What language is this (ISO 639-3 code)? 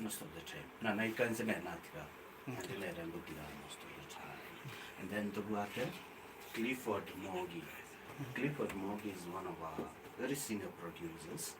guz